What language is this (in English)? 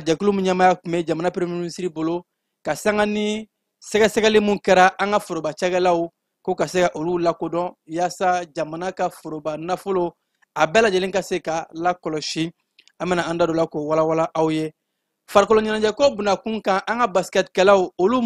Bambara